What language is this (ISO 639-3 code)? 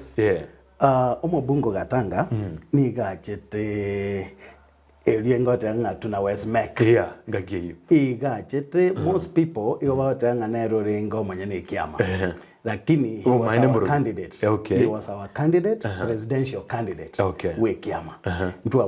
guz